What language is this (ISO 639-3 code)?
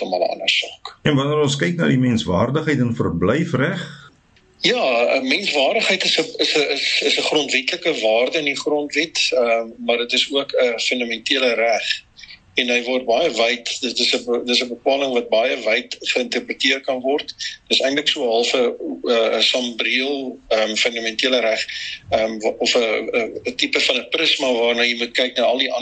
afr